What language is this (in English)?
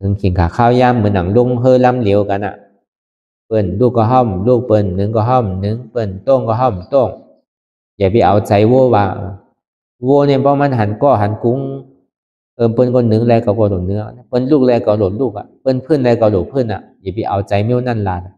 Shan